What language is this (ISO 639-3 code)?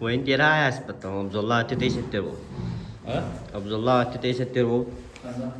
sah